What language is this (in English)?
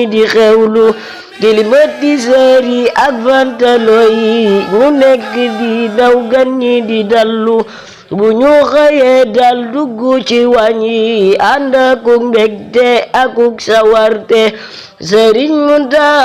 Wolof